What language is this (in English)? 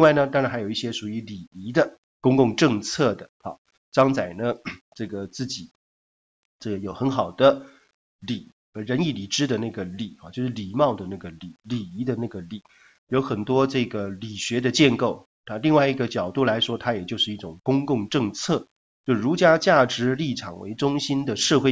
Chinese